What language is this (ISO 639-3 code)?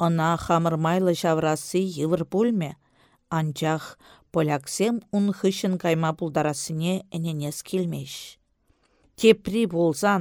chv